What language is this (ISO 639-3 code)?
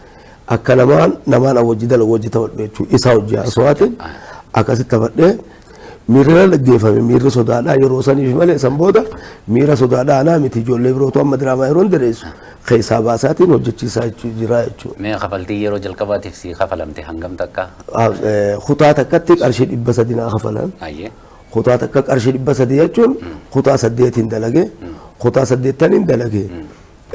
orm